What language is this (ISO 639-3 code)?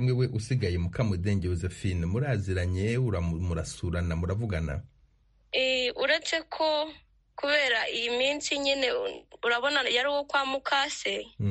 kin